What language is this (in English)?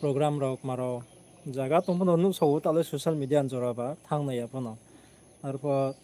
Riang (India)